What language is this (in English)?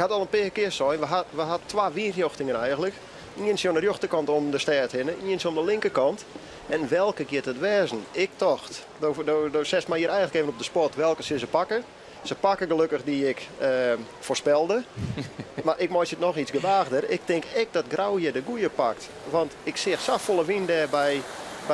Western Frisian